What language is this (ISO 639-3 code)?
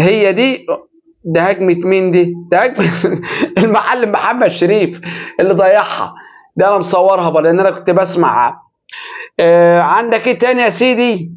arz